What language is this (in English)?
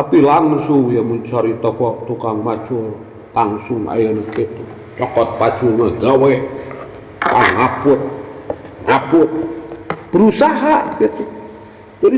Sundanese